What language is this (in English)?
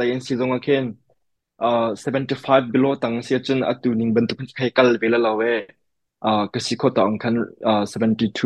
Hakha Chin